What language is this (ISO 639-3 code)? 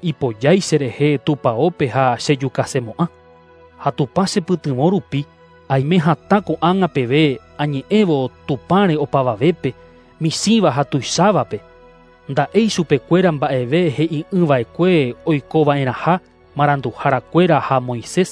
grn